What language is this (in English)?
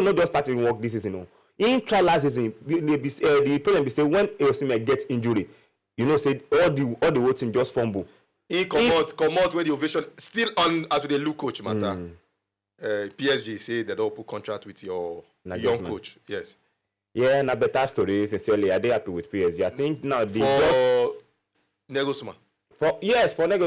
Nigerian Pidgin